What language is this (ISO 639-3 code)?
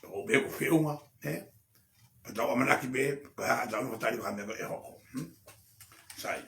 ton